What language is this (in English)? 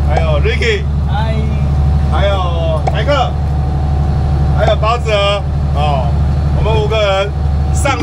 Chinese